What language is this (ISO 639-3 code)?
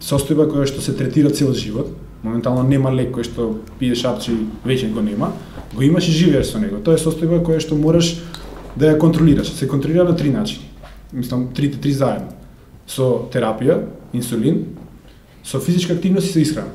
mkd